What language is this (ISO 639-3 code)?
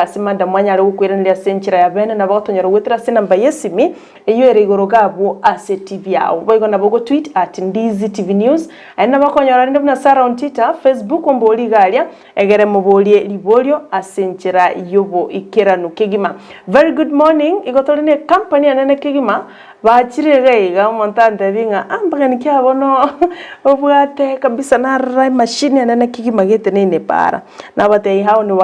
guz